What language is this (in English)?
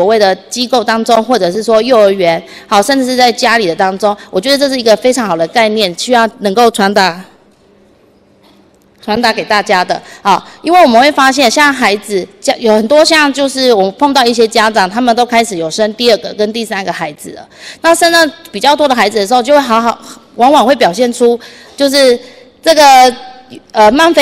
Chinese